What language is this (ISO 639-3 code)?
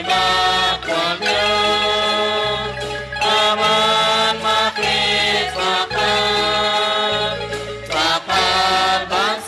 kek